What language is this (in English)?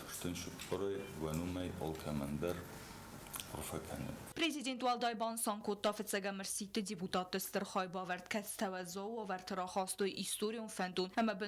Ossetic